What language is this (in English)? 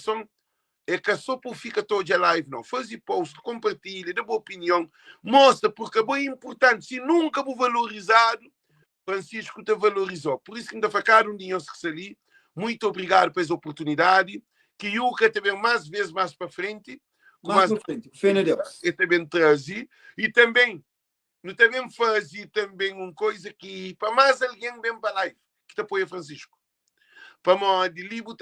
Kabuverdianu